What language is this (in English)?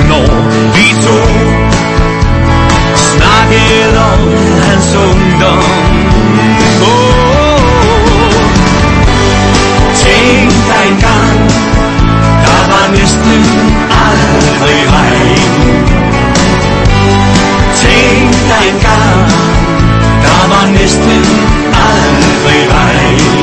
Danish